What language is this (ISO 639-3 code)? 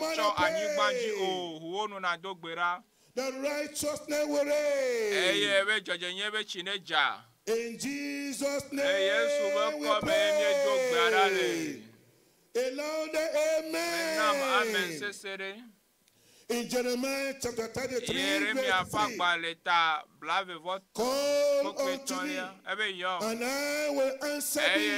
ewe